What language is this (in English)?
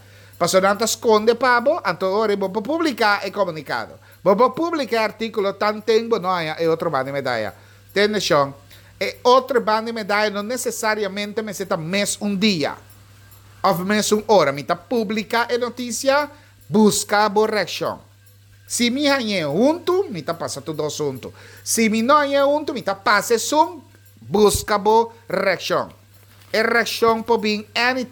Papiamento